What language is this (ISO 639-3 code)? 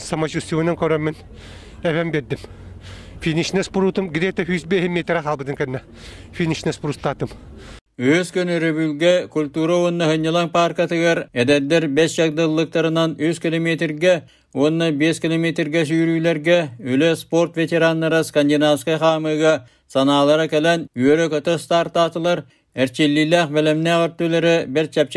sah